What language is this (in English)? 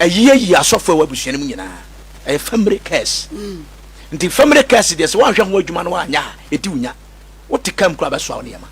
Akan